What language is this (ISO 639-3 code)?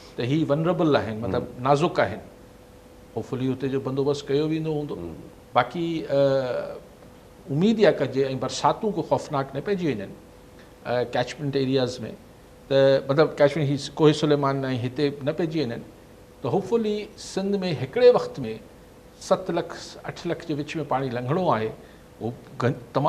snd